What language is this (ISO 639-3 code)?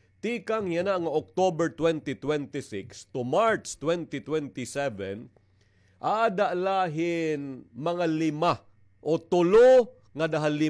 war